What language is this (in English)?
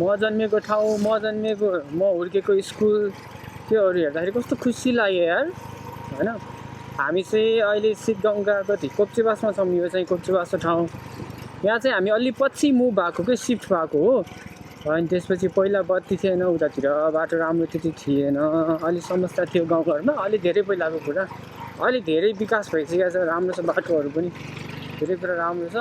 Nepali